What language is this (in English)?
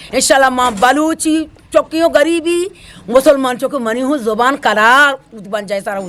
Eastern Balochi